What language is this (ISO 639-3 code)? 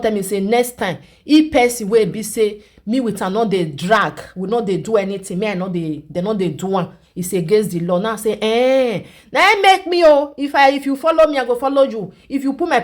pcm